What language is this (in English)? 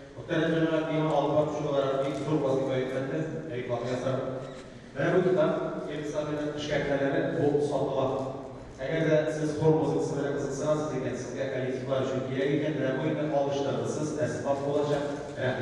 Tatar